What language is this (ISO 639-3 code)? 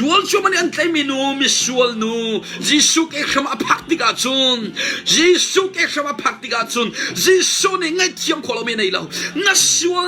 cnh